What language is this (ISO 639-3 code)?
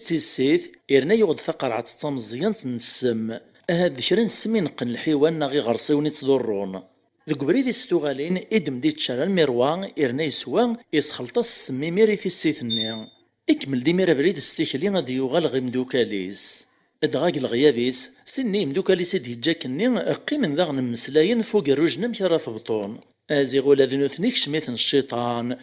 kab